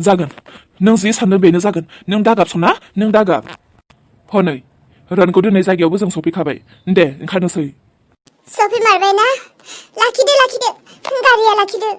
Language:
Bodo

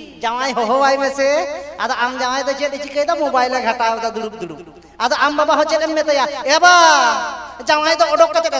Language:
Santali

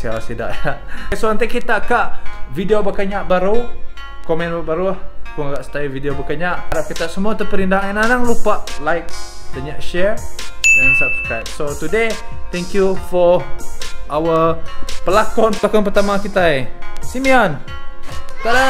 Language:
Iban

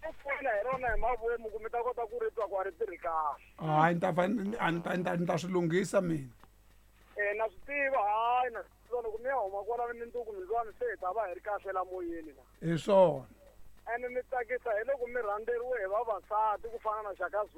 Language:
Tsonga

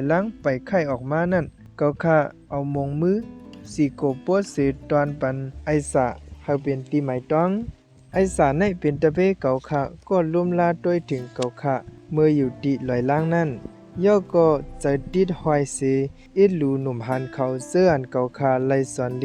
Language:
Shan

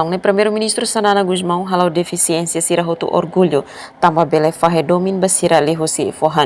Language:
Tetum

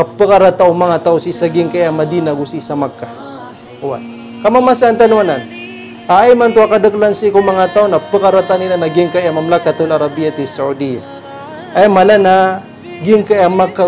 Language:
Maranao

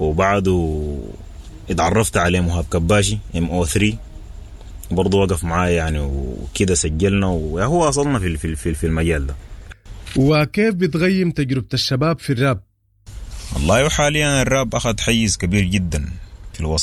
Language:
Sudanese Arabic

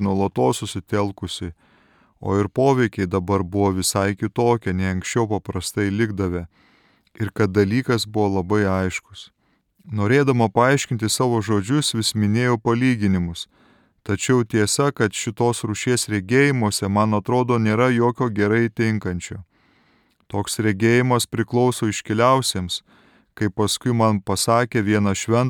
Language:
Lithuanian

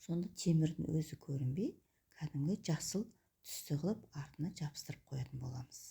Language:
Kazakh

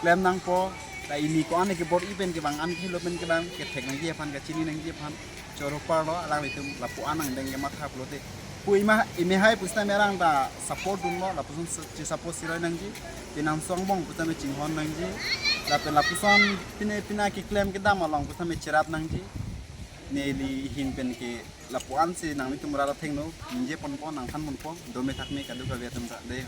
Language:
Karbi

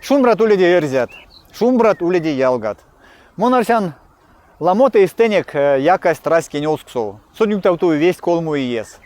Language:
Erzya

